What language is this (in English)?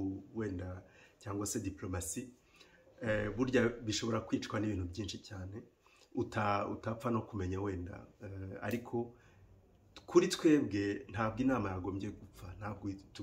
Kinyarwanda